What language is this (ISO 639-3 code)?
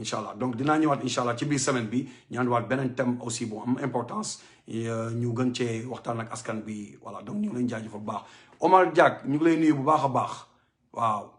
wol